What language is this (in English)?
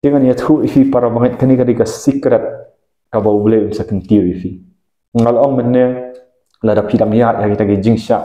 Khasi